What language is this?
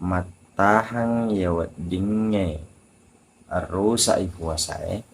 Buginese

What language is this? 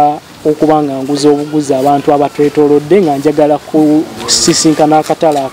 Ganda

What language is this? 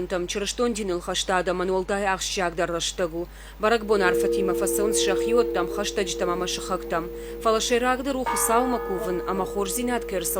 Ossetic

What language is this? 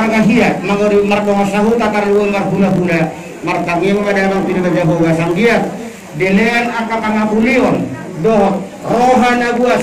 Batak Toba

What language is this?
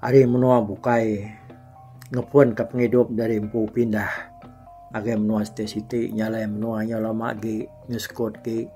Iban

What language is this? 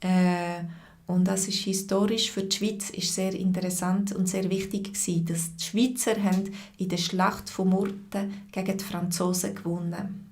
Swiss German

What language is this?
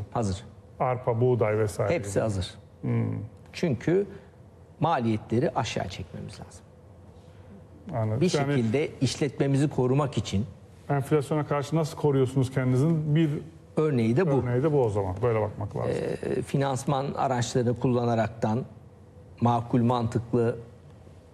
Turkish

